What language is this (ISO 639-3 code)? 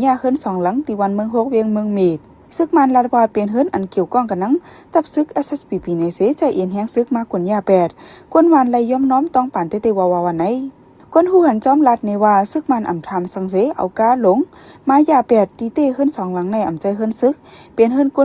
shn